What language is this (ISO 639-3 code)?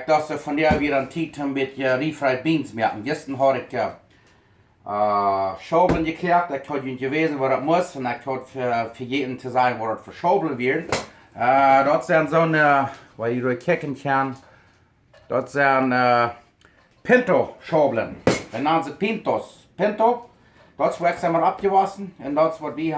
pdt